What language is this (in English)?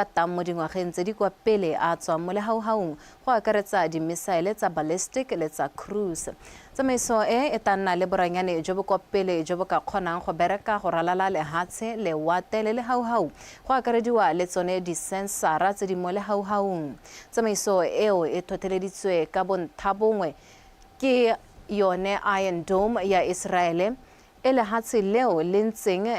Tswana